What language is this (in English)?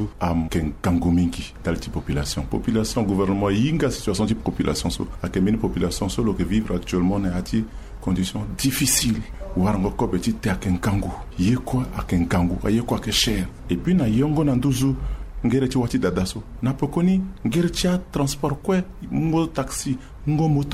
Sango